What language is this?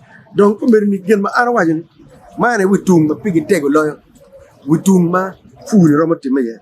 Acoli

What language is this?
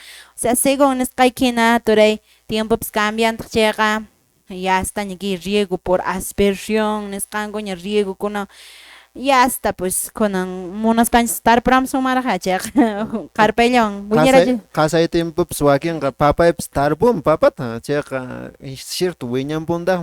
Quechua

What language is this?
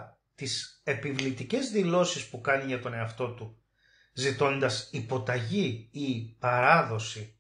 Greek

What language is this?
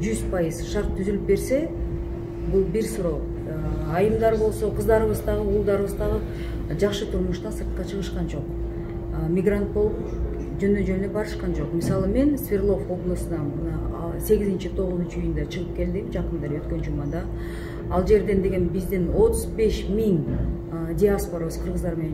Kyrgyz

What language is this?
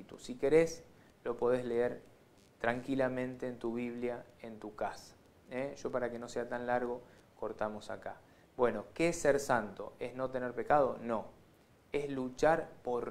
Spanish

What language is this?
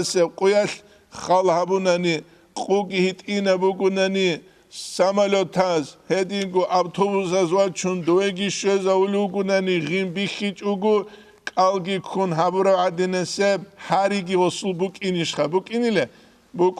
Avaric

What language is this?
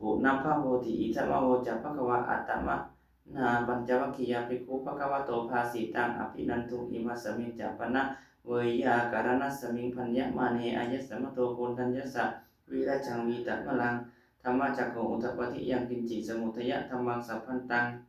Pali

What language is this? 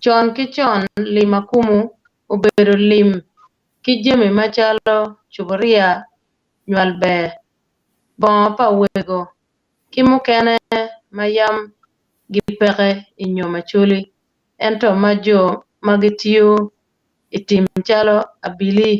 Acoli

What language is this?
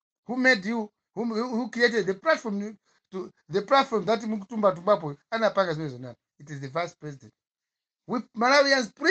Nyanja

